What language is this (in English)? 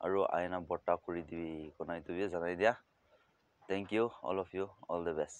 Naga Pidgin